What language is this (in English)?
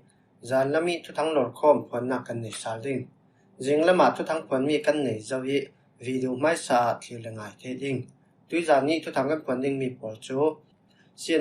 Falam Chin